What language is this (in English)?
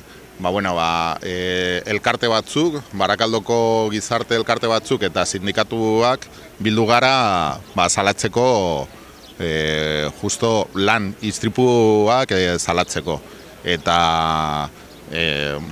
Basque